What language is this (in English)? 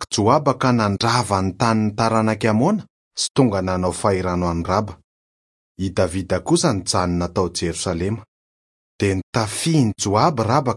Malagasy